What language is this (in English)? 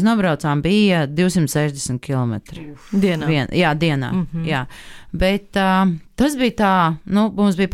Latvian